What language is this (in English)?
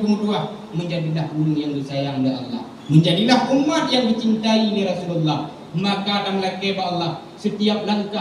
Achinese